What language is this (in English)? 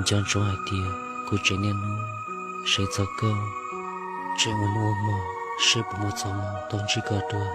Hmong